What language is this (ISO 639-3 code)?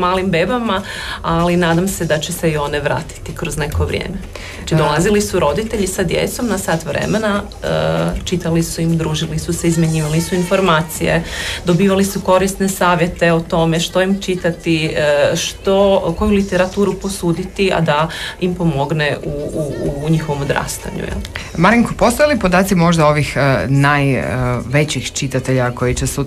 hrv